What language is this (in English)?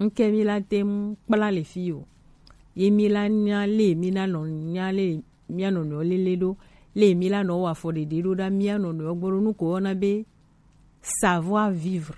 Gen